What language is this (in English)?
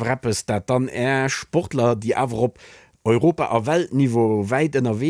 Luxembourgish